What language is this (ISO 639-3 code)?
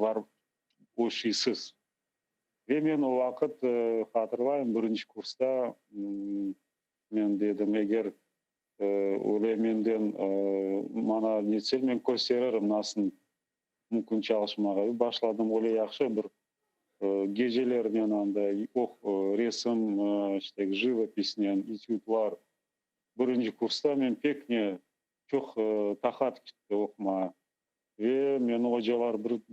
crh